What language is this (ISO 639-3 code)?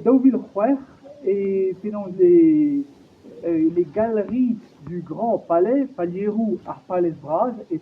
bre